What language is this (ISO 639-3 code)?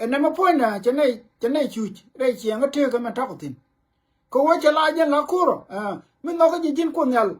nus